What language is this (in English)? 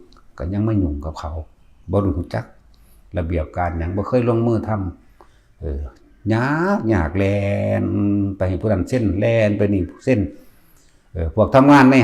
Northeastern Thai